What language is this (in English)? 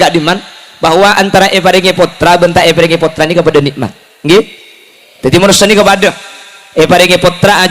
Madurese